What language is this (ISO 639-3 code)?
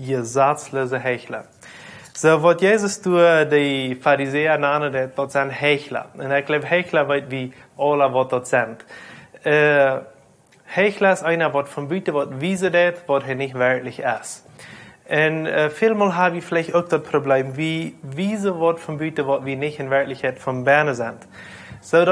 pdt